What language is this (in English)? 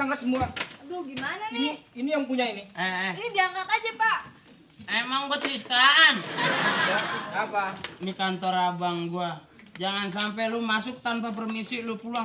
Betawi